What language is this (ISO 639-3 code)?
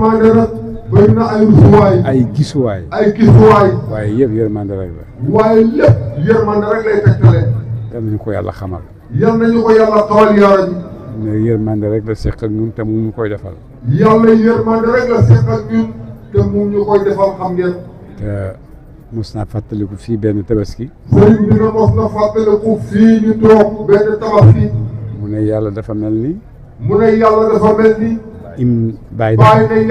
wol